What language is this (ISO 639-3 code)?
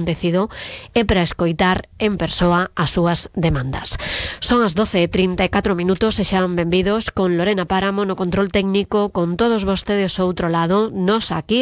glg